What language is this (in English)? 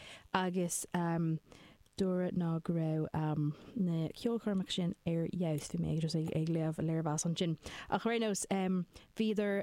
Irish